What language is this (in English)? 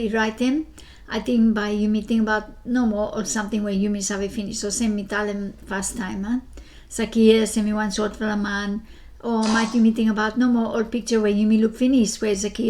Bislama